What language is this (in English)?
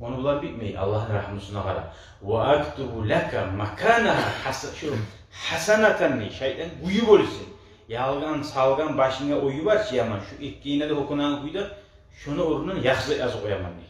Kumyk